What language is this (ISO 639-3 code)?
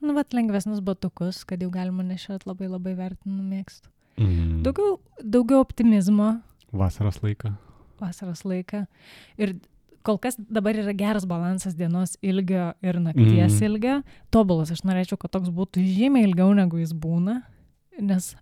lit